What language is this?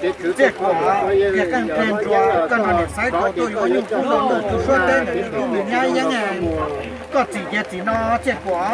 Hmong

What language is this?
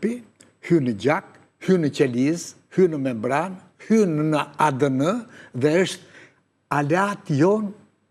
Albanian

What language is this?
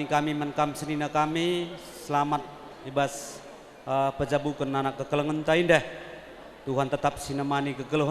Batak Karo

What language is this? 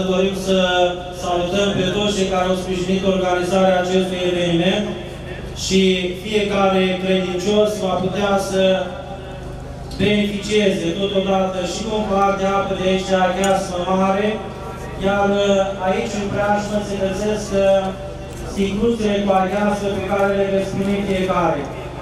Romanian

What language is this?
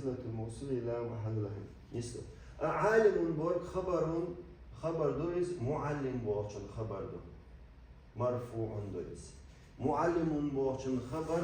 Chechen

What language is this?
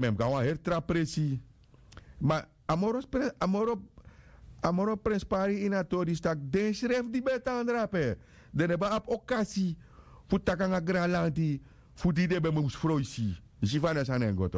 Sranan Tongo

